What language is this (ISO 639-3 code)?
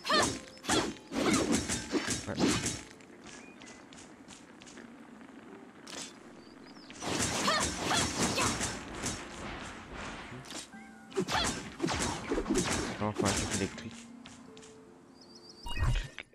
fra